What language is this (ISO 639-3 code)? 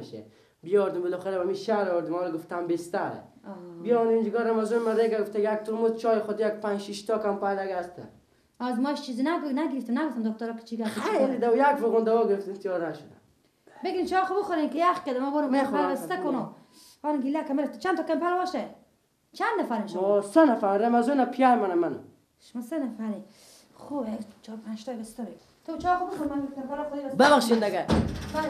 fas